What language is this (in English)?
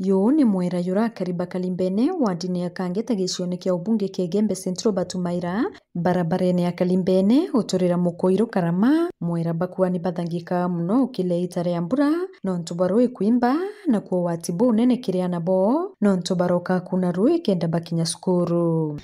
Meru